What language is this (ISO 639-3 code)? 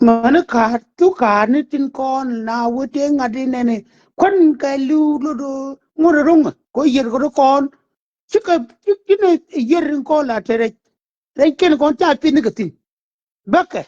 nus